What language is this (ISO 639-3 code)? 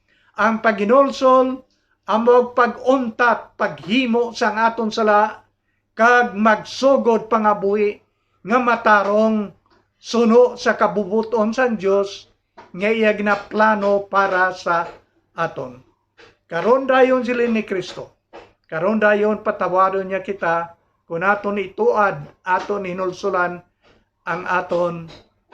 hil